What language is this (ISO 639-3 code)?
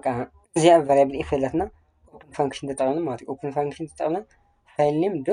tir